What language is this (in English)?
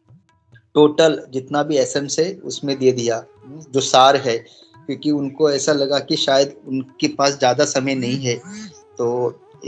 Hindi